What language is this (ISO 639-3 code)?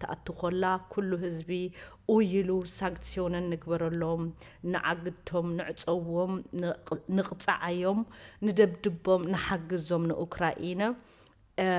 tir